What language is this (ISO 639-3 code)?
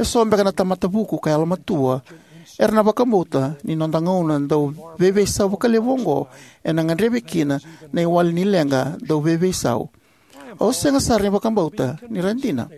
fij